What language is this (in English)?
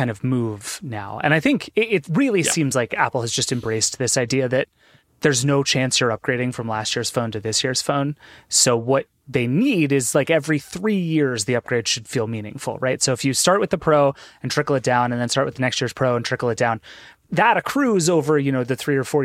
English